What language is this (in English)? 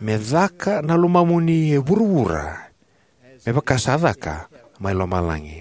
Fijian